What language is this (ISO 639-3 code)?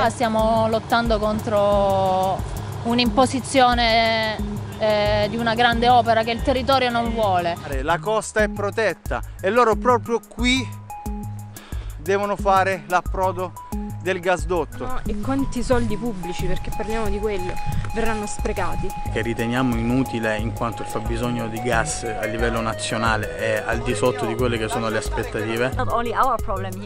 ita